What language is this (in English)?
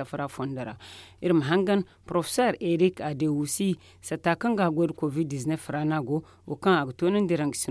Zarma